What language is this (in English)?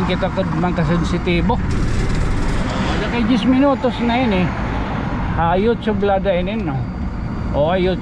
Waray